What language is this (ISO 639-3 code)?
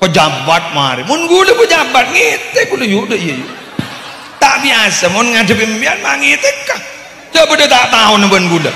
mad